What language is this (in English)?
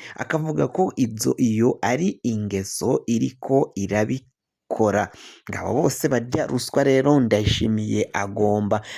Rundi